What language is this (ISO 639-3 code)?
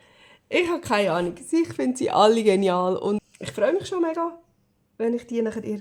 gsw